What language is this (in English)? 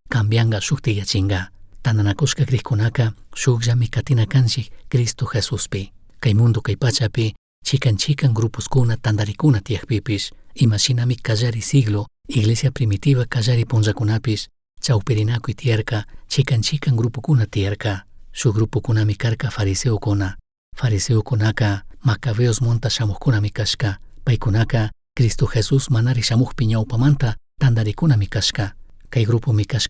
Chimborazo Highland Quichua